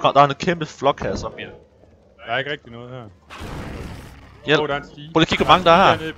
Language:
Danish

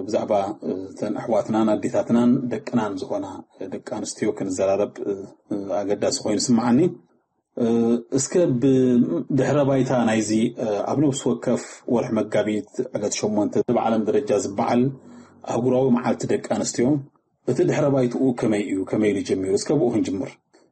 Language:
Tigrinya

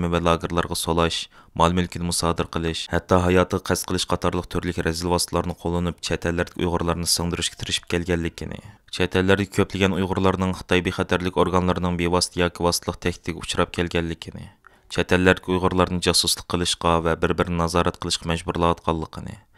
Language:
Uyghur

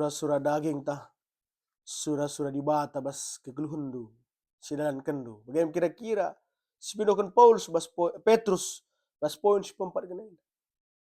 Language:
Batak Karo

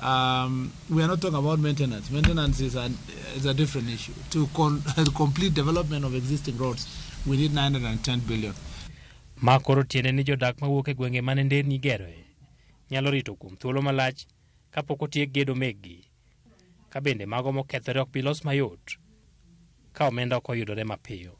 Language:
Luo (Kenya and Tanzania)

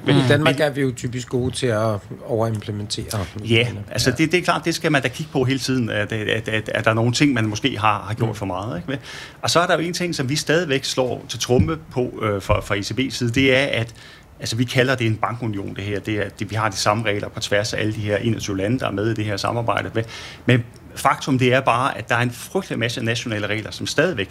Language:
Danish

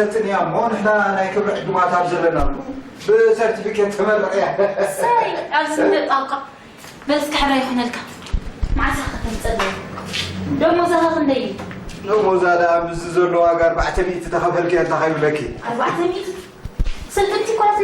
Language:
Tigrinya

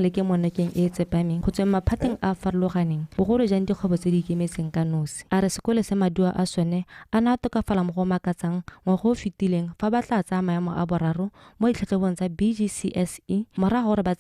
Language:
Tswana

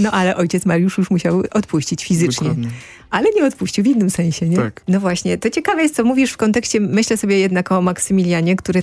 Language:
Polish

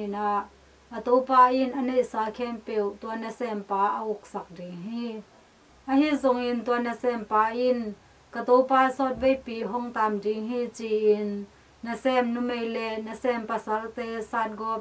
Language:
Tedim Chin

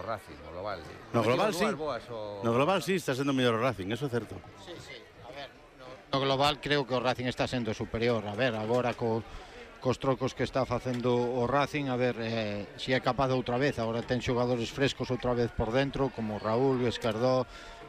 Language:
Galician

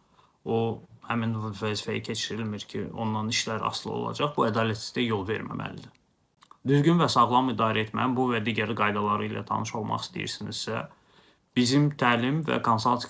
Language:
Azerbaijani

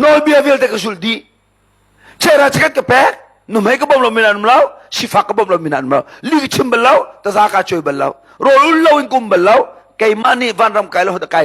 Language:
Hakha Chin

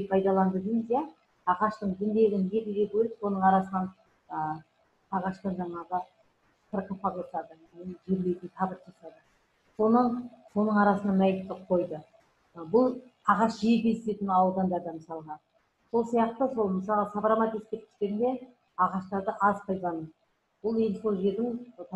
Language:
Kazakh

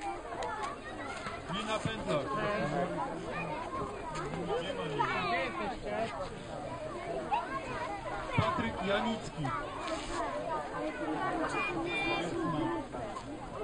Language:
Polish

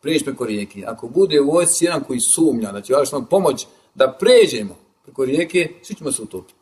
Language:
Bosnian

